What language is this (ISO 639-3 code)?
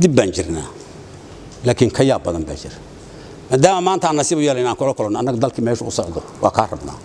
som